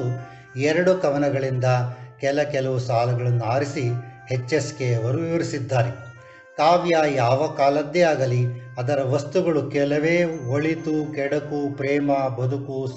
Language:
Kannada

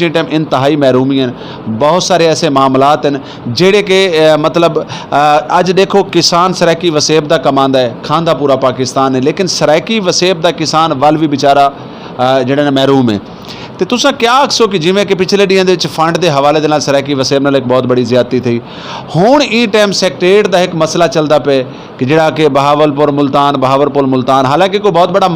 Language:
Saraiki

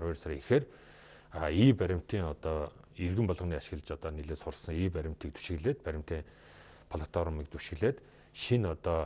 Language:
Mongolian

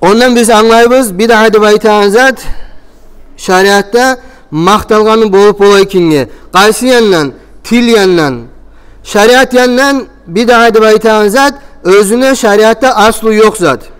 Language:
Kumyk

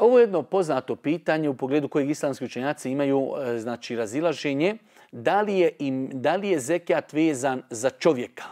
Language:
Bosnian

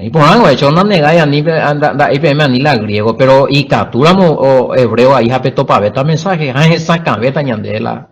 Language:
Guarani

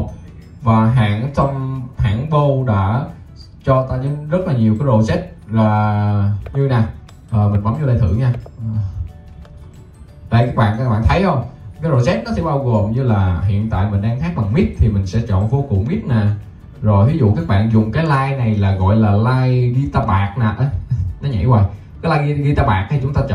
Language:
Vietnamese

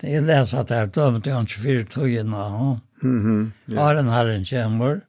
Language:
Faroese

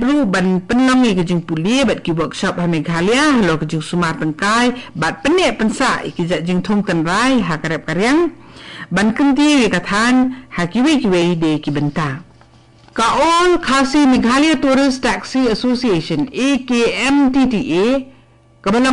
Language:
Khasi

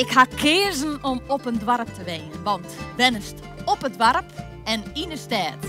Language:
Western Frisian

